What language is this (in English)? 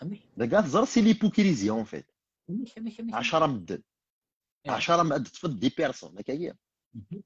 Kabyle